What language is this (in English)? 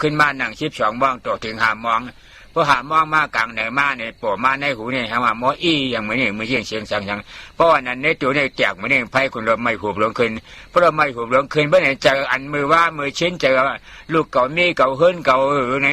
Shan